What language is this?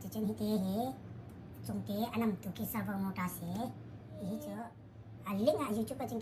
Hakha Chin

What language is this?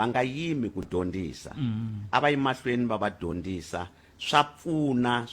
Tsonga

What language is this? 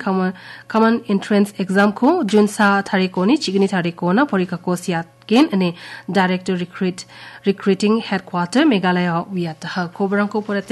Garo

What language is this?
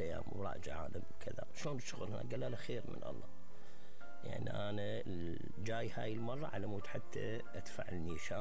Mesopotamian Arabic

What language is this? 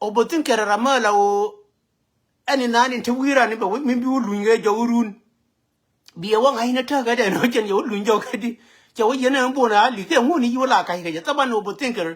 Nuer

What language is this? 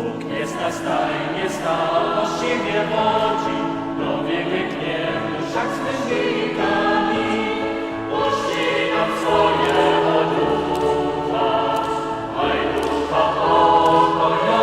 Upper Sorbian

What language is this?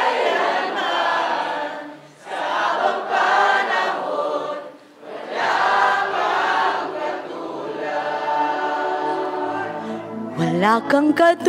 Filipino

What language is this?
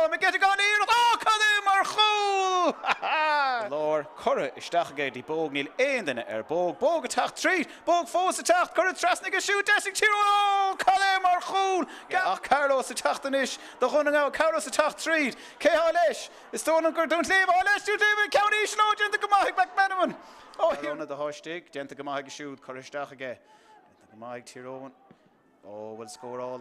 Irish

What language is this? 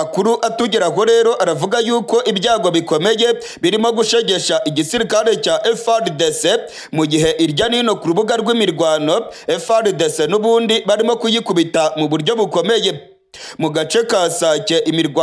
Kinyarwanda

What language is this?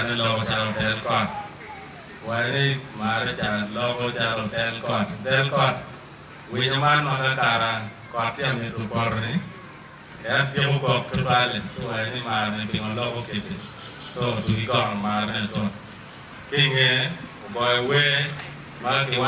Acoli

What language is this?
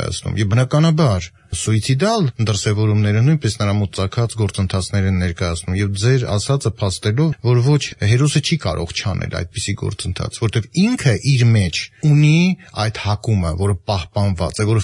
Armenian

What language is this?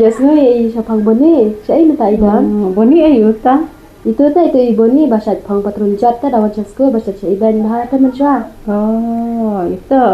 Khasi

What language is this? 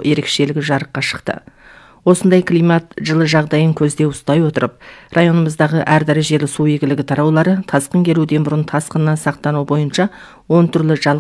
Kazakh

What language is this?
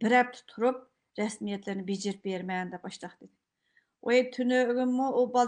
Uyghur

